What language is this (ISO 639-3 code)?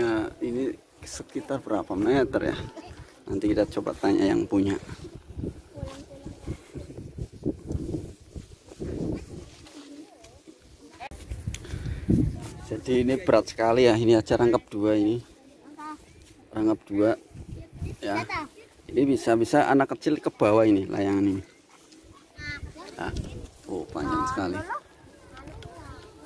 ind